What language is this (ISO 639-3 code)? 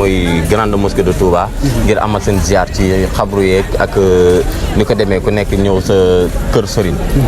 wol